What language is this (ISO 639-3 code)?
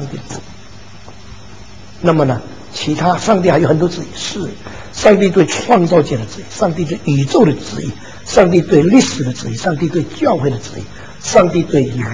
zho